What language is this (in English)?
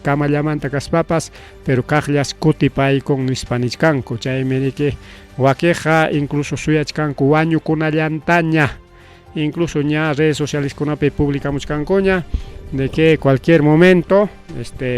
Ayacucho Quechua